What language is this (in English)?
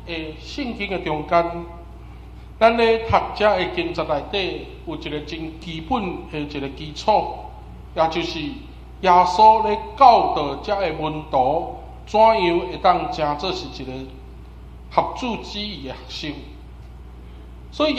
Min Nan Chinese